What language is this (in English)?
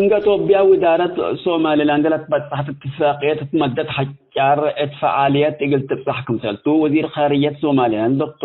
Tigre